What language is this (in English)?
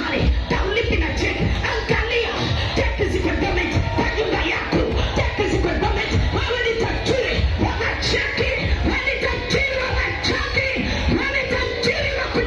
Swahili